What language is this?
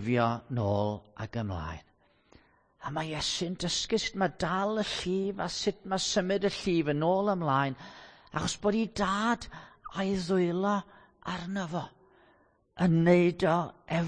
Welsh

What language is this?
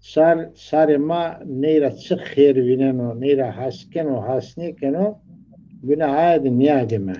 Zaza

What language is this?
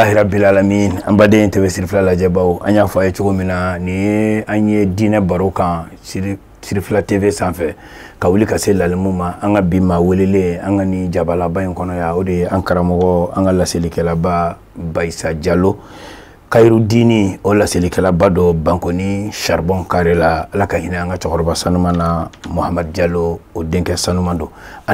Bambara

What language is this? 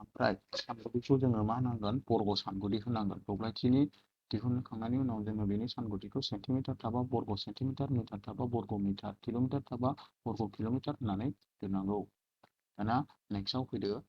Bodo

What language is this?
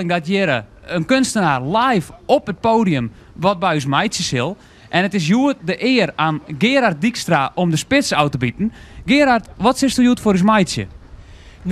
Western Frisian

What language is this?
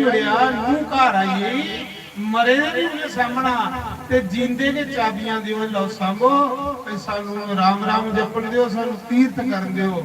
Dogri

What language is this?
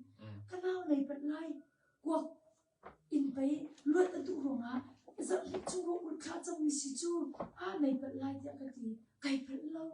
Hakha Chin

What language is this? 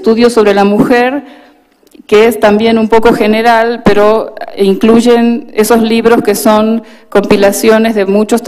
Spanish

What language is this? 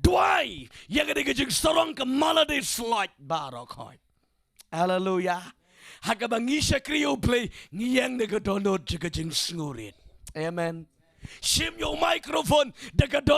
Khasi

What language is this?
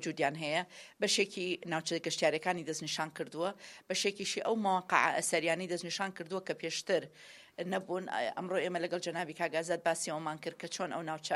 Central Kurdish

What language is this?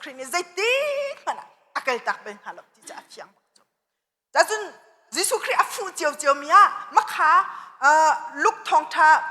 Hakha Chin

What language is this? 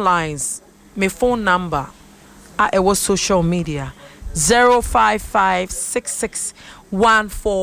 Akan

